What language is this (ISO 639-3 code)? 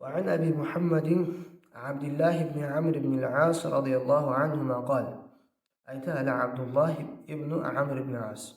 kum